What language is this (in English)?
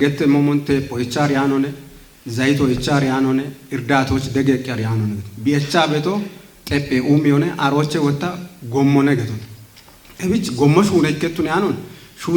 Kafa